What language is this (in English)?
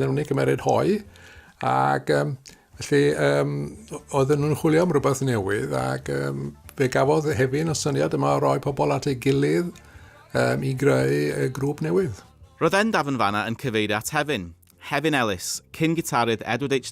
Welsh